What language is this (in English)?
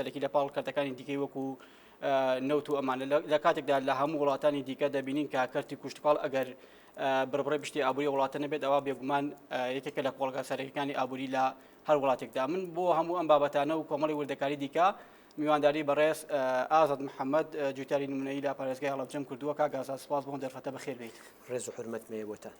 Central Kurdish